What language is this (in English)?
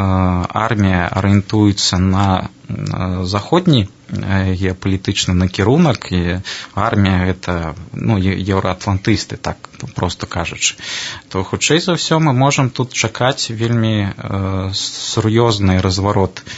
Belarusian